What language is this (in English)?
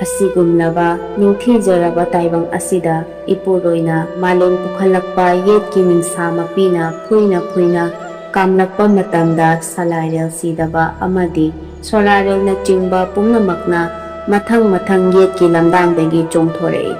Manipuri